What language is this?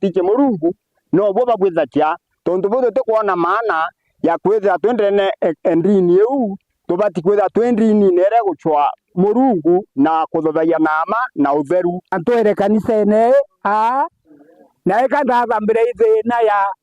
Meru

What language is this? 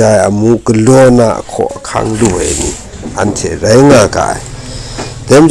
Kachin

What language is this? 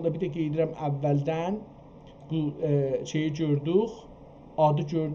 South Azerbaijani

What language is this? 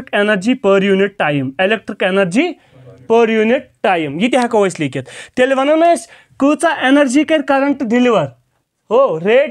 Kashmiri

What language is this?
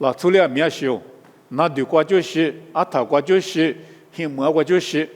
Lisu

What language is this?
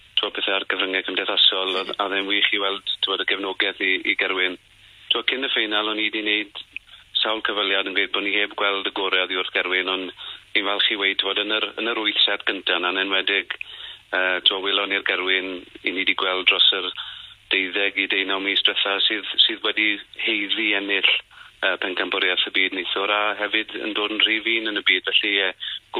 Welsh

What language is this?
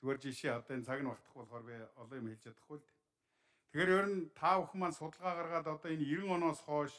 Mongolian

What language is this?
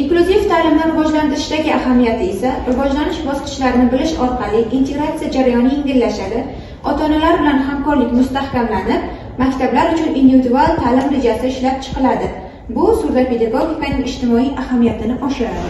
Uzbek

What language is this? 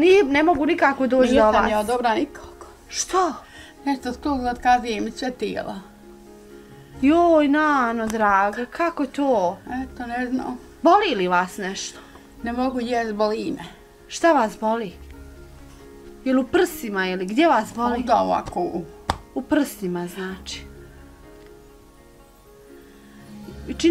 Bosnian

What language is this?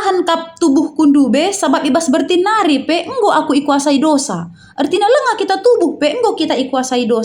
Batak Karo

